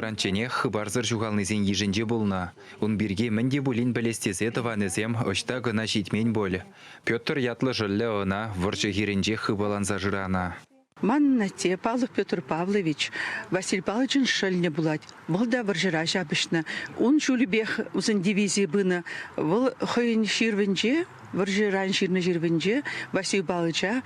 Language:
Chuvash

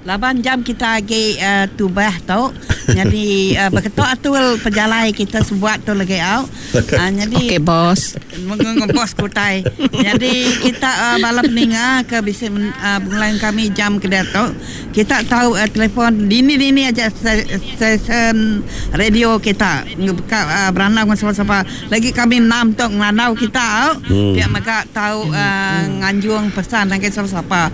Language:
Iban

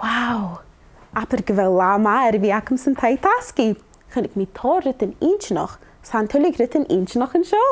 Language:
Scottish Gaelic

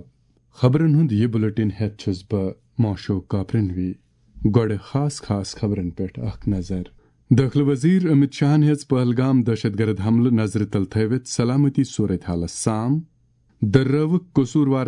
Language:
Kashmiri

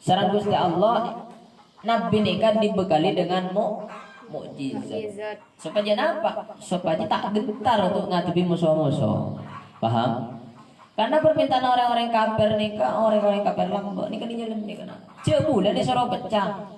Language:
Madurese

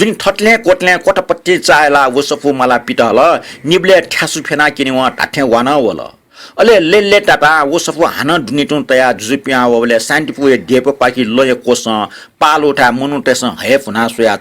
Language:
Newari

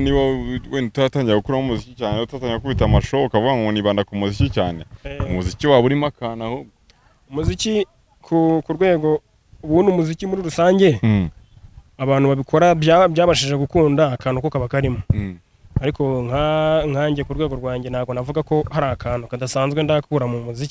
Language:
Kinyarwanda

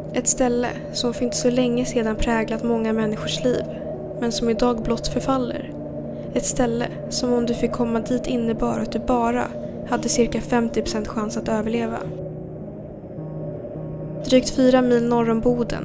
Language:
Swedish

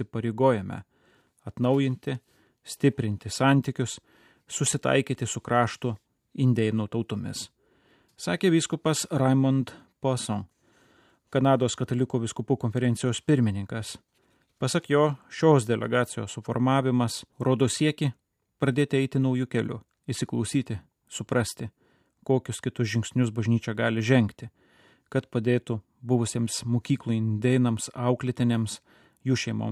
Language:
Lithuanian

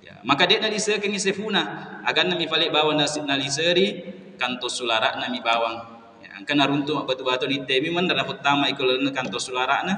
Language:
Buginese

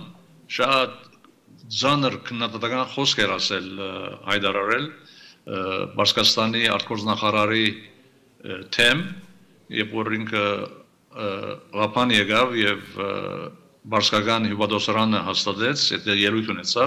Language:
Armenian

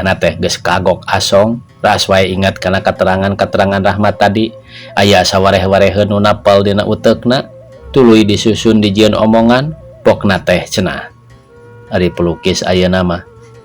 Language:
Sundanese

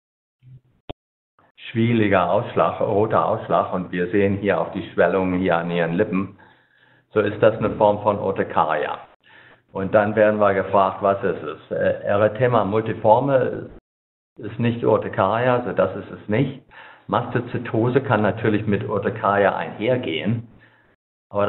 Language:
German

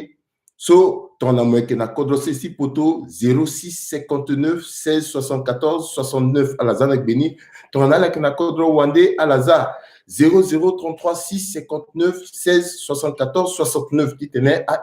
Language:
Sango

